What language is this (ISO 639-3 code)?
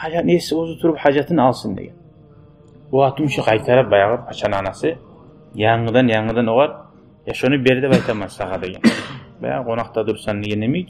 kum